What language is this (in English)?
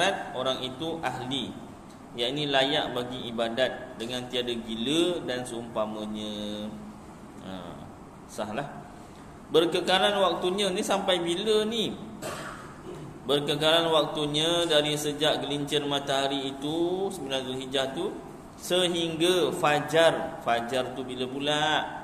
Malay